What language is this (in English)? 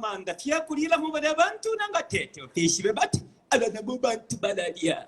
Bemba